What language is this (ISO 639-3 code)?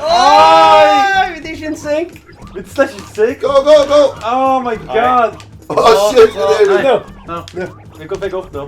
fao